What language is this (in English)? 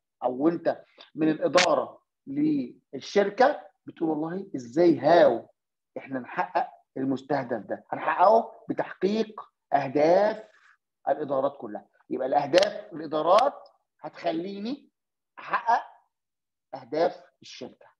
Egyptian Arabic